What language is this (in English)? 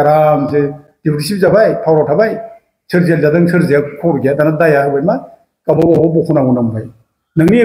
Bodo